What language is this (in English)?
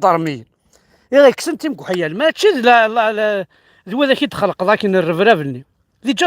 Kabyle